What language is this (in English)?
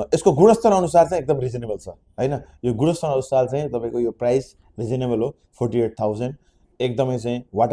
Nepali